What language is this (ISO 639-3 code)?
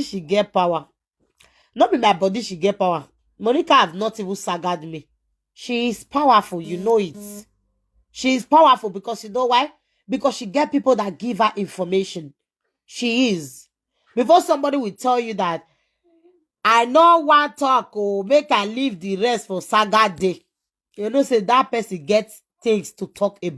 pcm